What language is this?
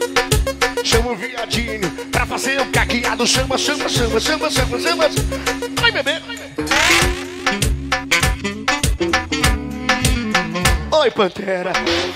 Portuguese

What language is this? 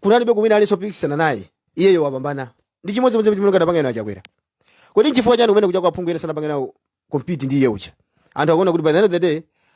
Nyanja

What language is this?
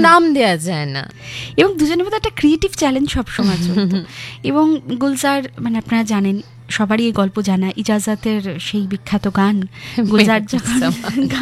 Bangla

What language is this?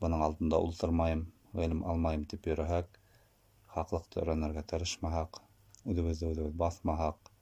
Bashkir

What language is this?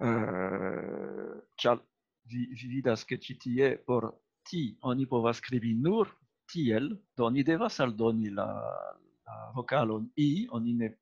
Esperanto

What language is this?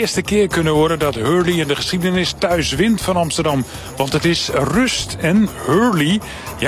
Dutch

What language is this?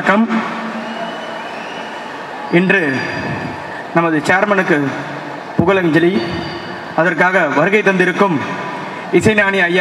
Tamil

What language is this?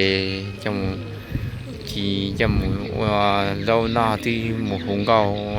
Hmong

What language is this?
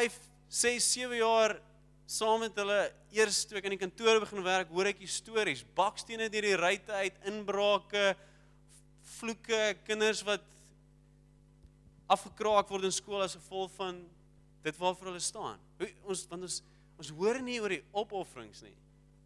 Afrikaans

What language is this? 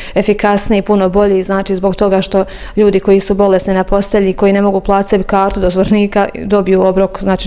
Bosnian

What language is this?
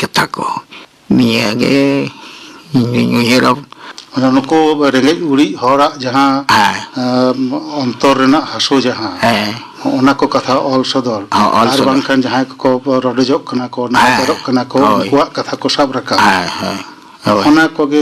Santali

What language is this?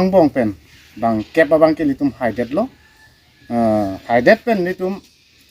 Karbi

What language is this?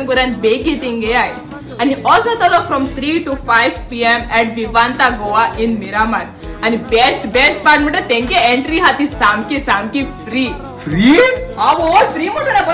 Konkani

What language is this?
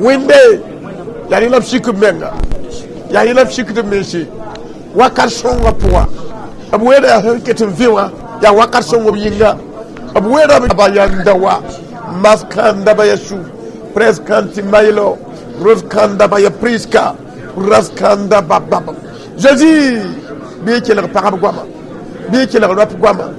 Mossi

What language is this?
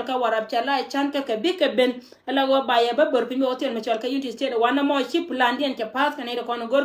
Nuer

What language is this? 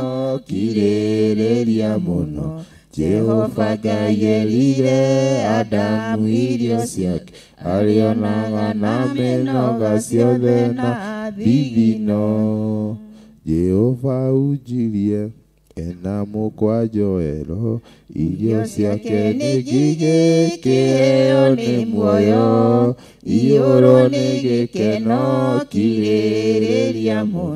Kikuyu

